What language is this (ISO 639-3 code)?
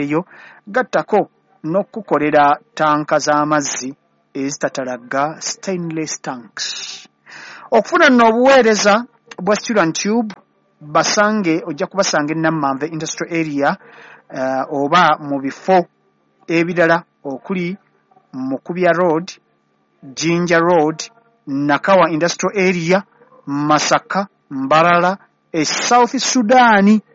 lug